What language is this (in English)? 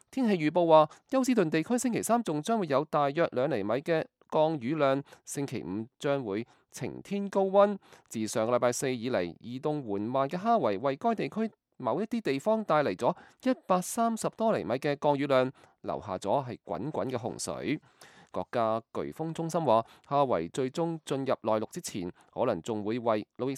Cantonese